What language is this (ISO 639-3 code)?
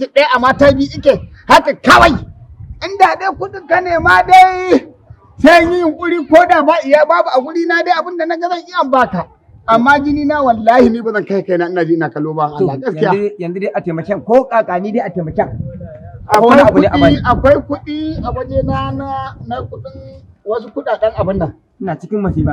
hau